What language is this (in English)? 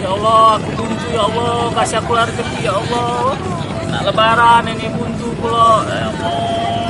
Musi